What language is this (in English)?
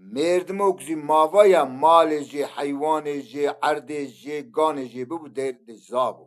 Zaza